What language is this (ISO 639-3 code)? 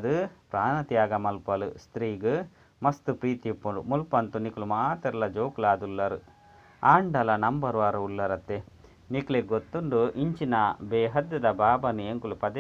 tcy